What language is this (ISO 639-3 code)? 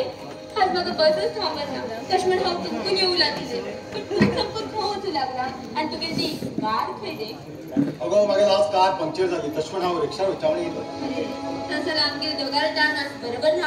kok